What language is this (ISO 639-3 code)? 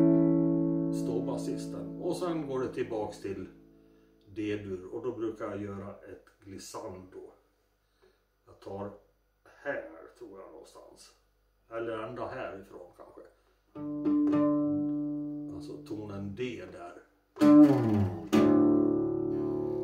swe